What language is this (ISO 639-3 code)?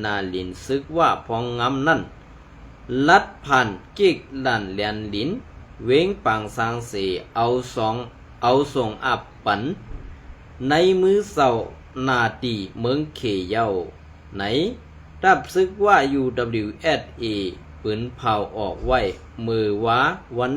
shn